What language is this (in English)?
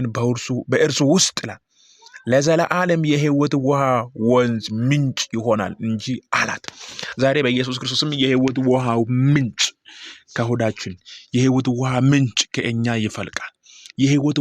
Amharic